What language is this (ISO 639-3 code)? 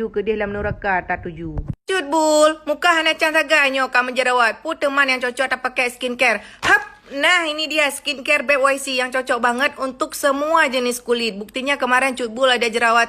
ace